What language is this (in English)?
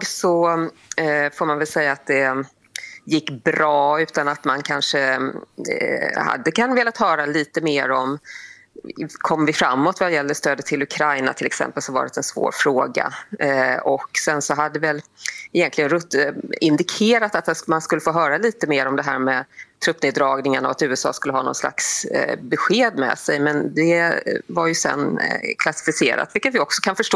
Swedish